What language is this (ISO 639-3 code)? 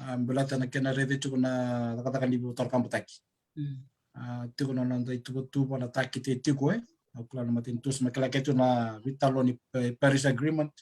fij